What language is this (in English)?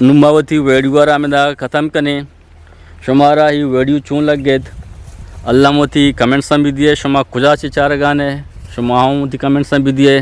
Eastern Balochi